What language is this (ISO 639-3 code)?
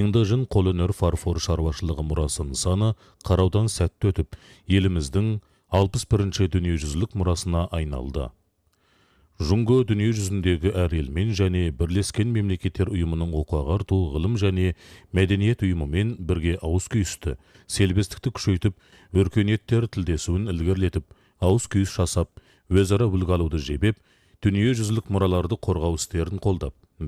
kaz